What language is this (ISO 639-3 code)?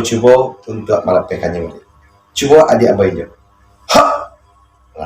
min